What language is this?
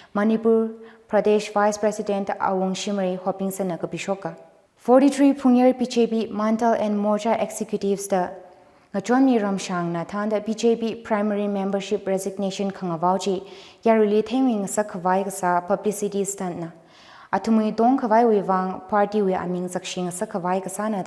Tangkhul Naga (India)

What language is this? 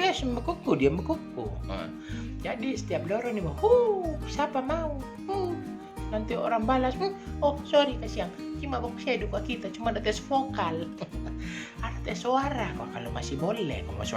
Manado Malay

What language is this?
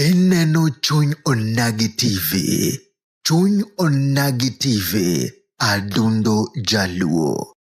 Luo (Kenya and Tanzania)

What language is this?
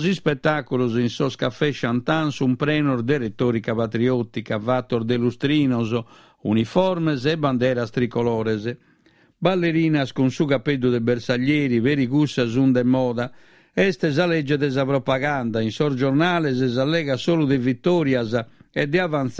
Sardinian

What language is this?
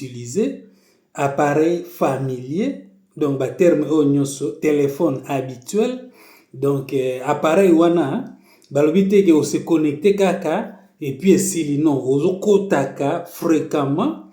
Lingala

